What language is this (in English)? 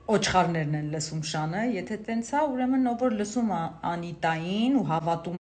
Armenian